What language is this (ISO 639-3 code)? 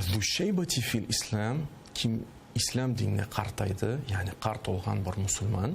crh